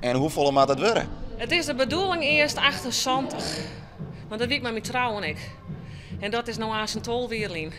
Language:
Western Frisian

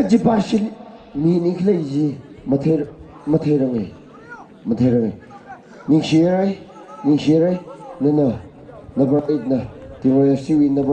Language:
Tangkhul Naga (India)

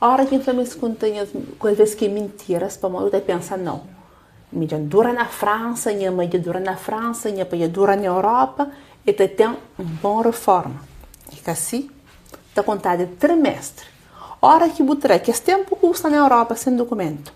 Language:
Kabuverdianu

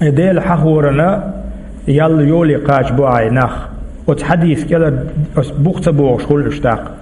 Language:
Chechen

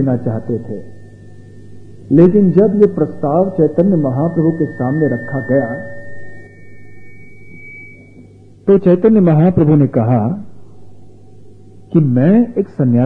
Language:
Hindi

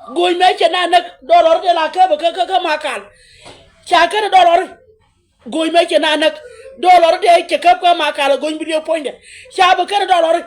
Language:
Nuer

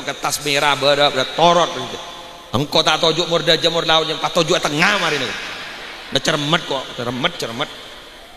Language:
Madurese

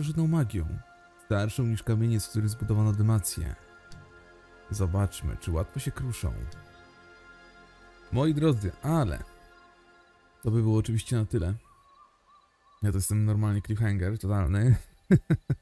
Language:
Polish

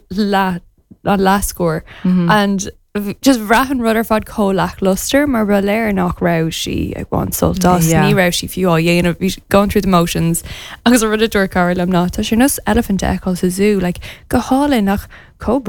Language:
Irish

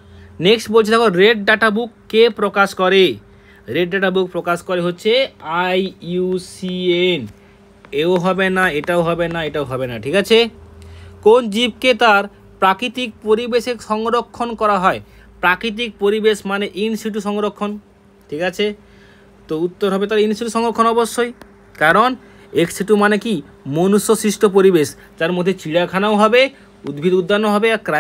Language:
Bangla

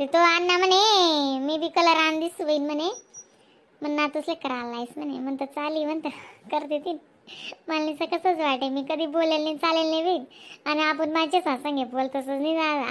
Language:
Khandesi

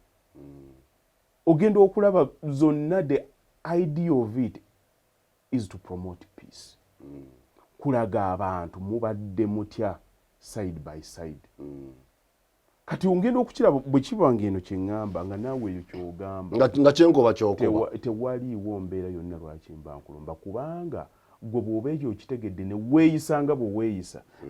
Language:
Ganda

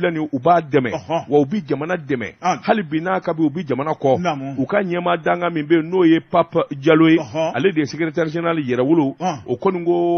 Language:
Bambara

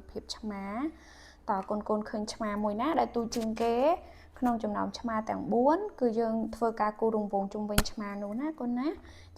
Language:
Khmer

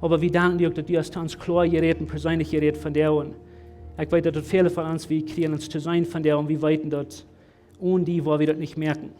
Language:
Plautdietsch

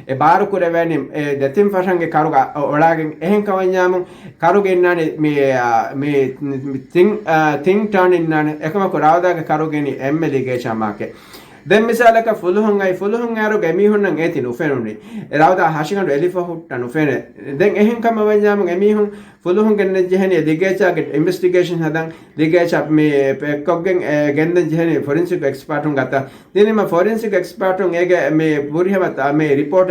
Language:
Divehi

